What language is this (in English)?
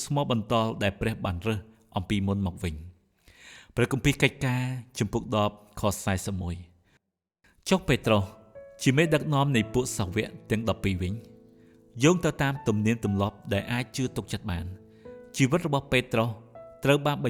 Khmer